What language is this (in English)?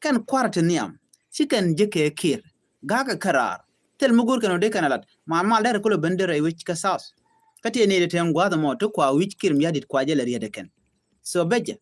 Nuer